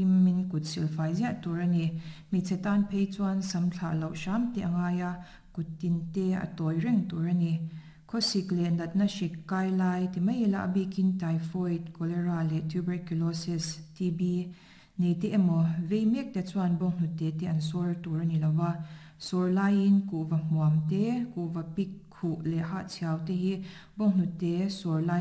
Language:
Mizo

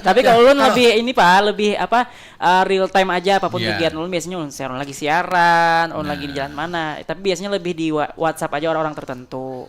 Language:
Banjar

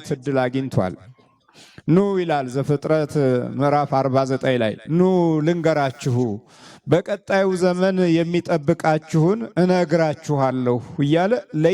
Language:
Amharic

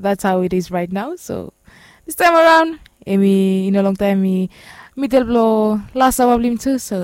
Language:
Bislama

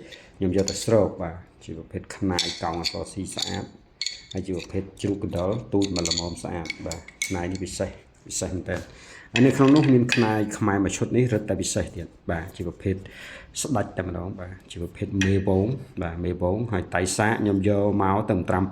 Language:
Khmer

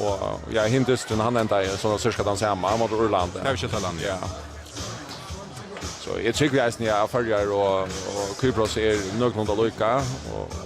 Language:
Faroese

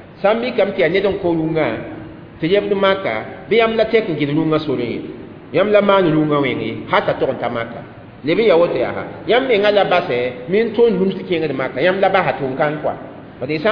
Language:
Mossi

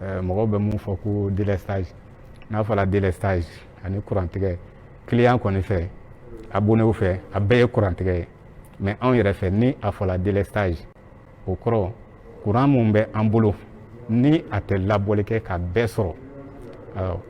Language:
Bambara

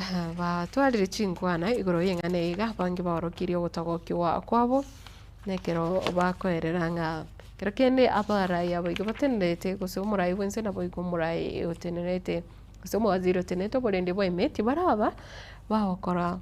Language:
Gusii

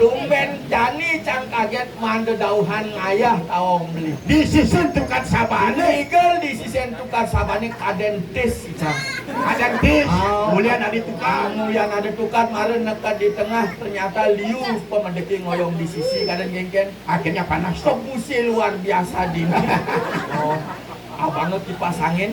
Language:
Balinese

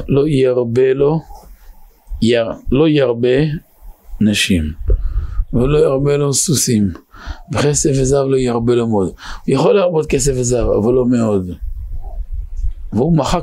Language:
Hebrew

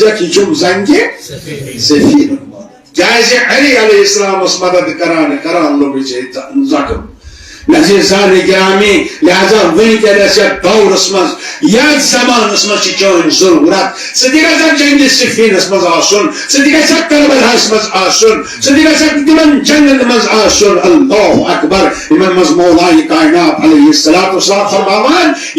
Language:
Kashmiri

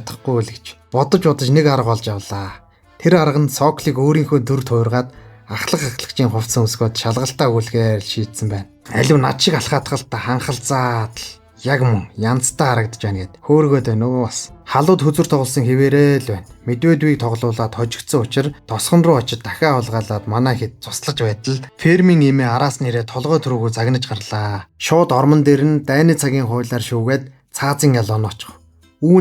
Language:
Mongolian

